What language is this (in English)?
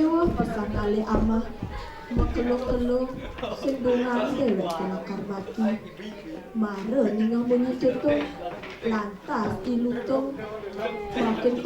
Balinese